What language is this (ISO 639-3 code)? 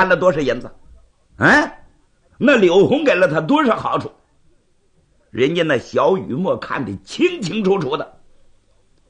zho